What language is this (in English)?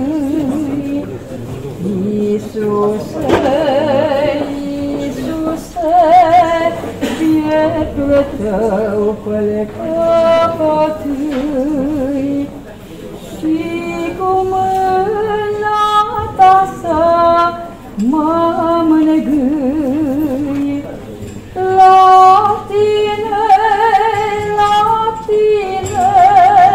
Romanian